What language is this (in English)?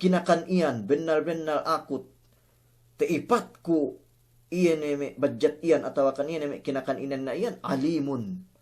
Yakan